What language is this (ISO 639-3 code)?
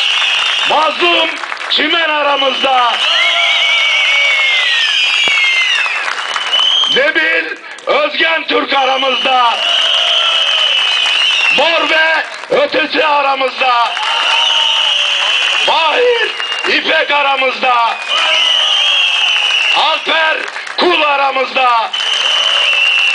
tur